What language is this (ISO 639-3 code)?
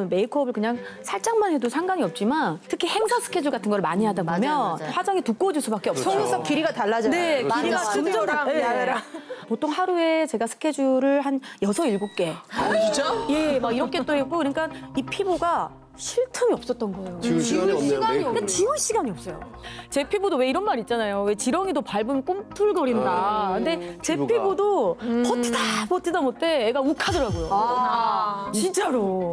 kor